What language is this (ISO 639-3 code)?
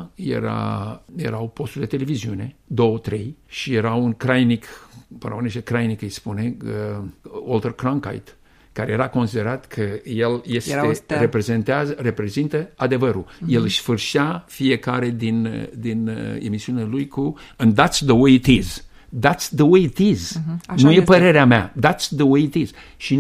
ron